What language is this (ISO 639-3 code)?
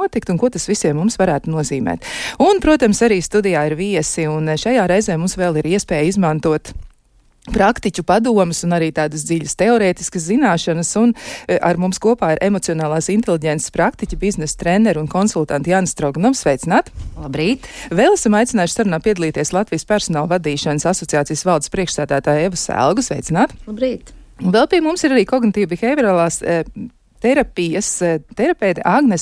lav